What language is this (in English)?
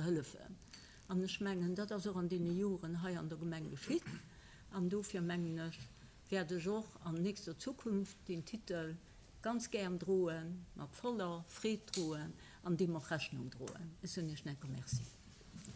Luxembourgish